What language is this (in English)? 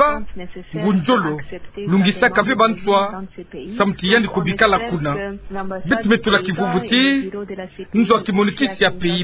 Kituba (Democratic Republic of Congo)